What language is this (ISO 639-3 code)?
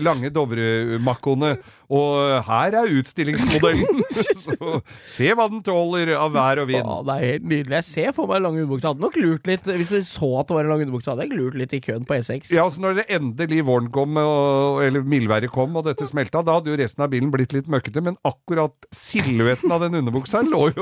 nor